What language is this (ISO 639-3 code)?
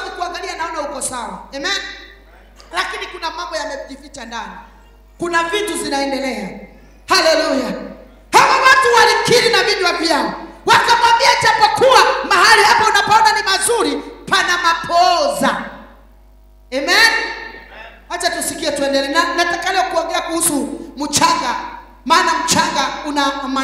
swa